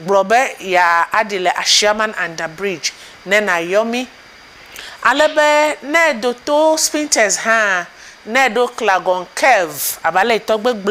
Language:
Ewe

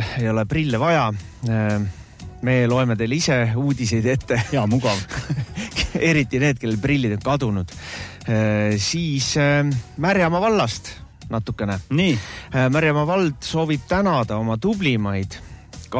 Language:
Estonian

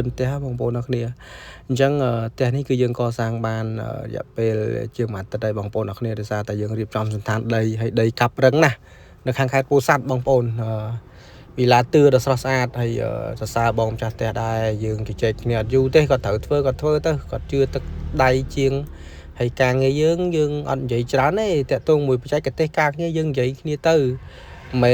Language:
Khmer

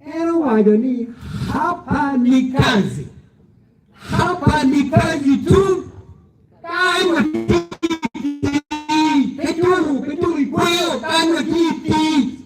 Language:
Acoli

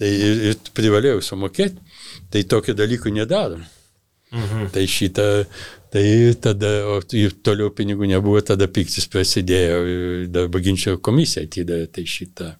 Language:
Lithuanian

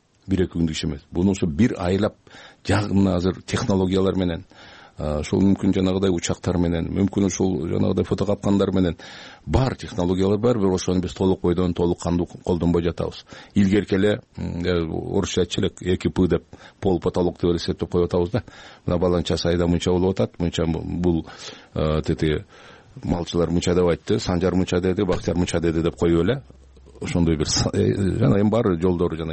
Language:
Kyrgyz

